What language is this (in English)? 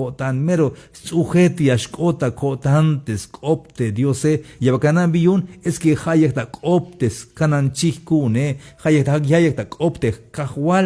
Tzeltal